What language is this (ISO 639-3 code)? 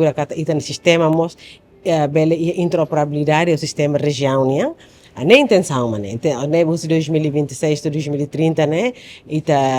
tet